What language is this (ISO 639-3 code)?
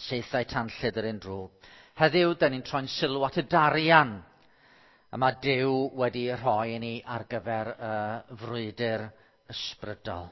cym